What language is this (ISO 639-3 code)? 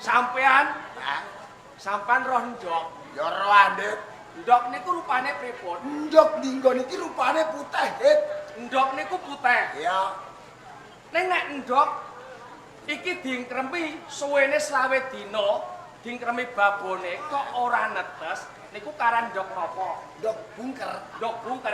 jav